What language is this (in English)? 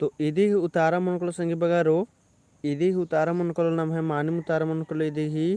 Kurukh